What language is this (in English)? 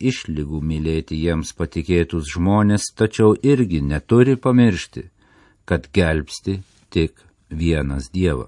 Lithuanian